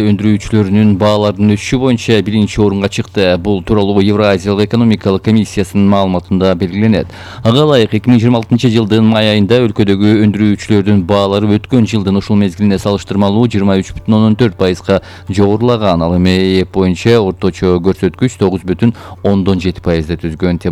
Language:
Kyrgyz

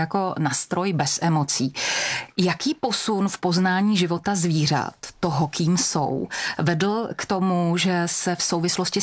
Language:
Czech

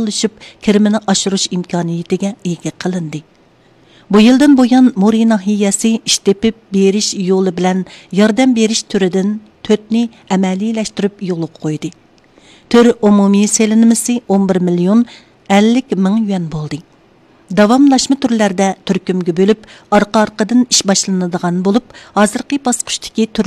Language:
Uyghur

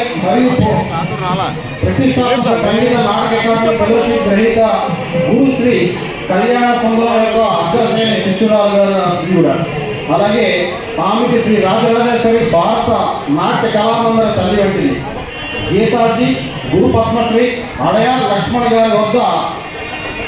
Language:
Telugu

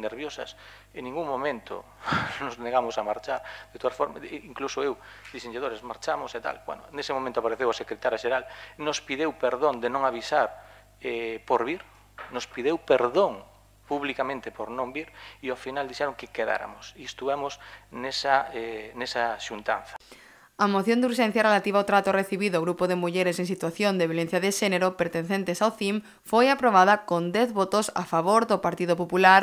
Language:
Galician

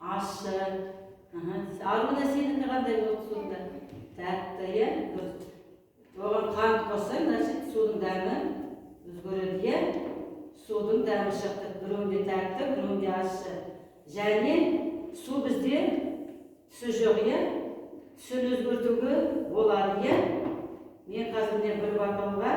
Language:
Kazakh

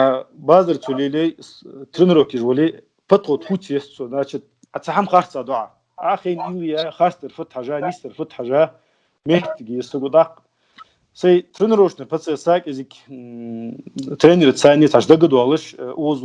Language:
Ingush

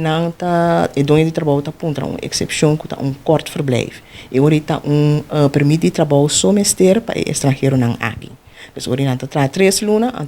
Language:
Papiamento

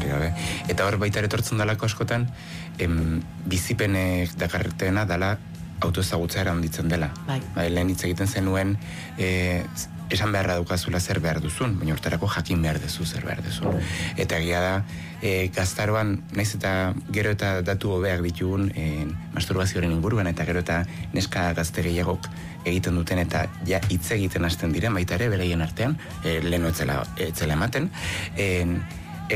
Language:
Basque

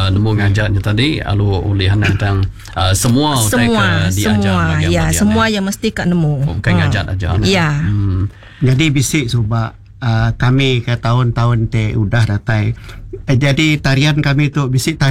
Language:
Iban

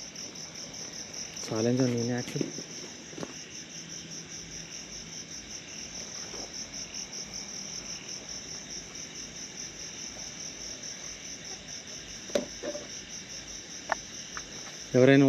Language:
Telugu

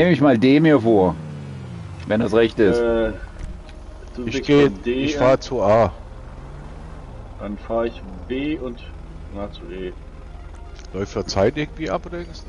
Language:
German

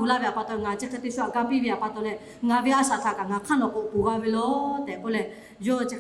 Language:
Lahu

